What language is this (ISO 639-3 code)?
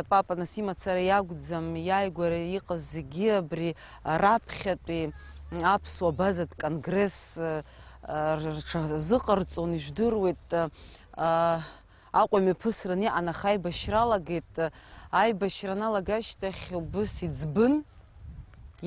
abk